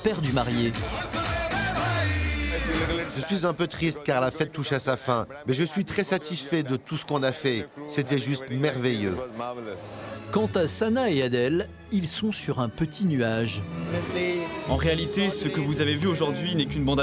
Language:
French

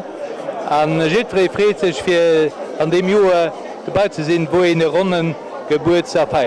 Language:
Luxembourgish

